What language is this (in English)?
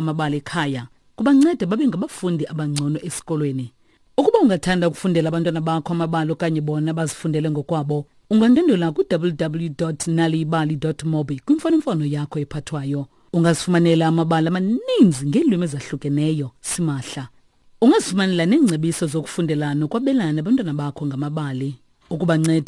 Xhosa